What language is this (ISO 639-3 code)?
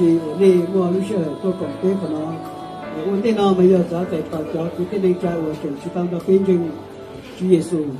hmn